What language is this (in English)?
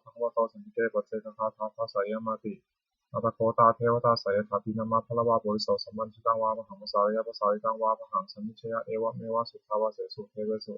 Pali